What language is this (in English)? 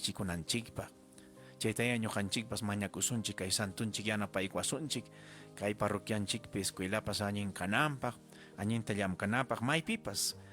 Ayacucho Quechua